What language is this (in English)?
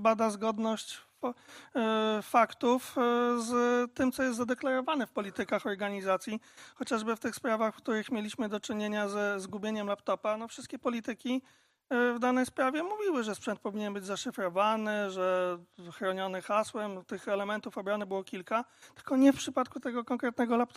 Polish